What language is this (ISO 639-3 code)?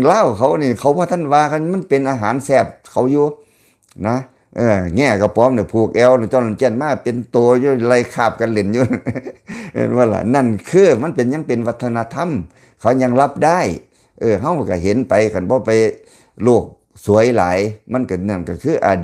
lao